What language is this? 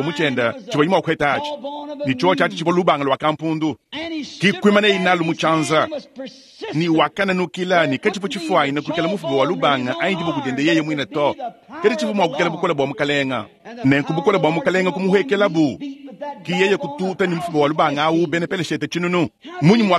Luba-Lulua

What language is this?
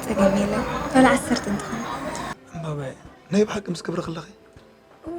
Tigrinya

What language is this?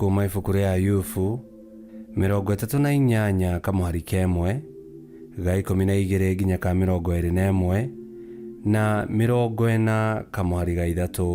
Kikuyu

